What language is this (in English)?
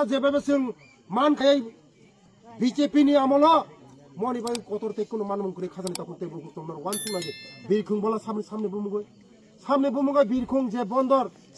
Kok Borok